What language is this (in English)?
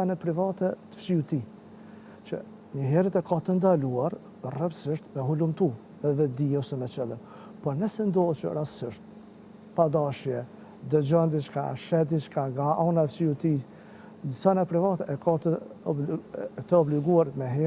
Albanian